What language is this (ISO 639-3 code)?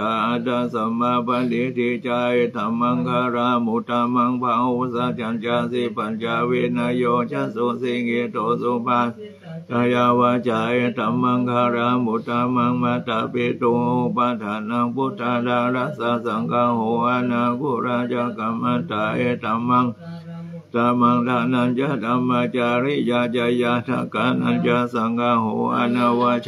pli